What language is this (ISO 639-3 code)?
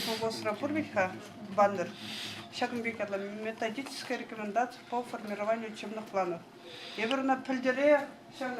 chv